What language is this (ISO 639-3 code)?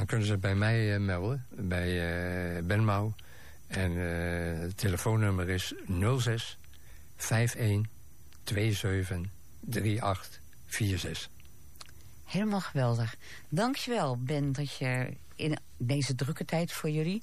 nld